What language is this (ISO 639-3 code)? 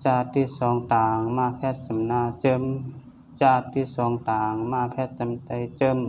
shn